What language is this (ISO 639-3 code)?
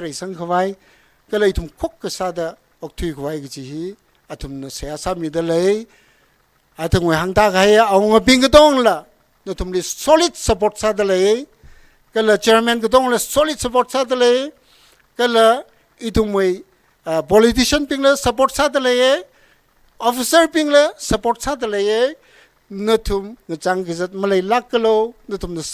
nmf